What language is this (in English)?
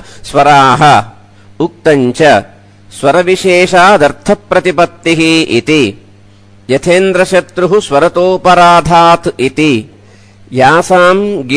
Sanskrit